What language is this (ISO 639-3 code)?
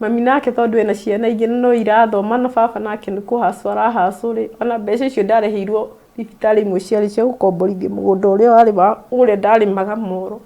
kik